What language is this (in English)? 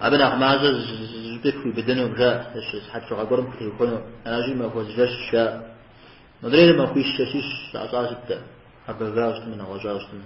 Kabardian